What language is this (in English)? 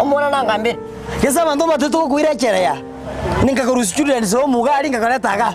Gusii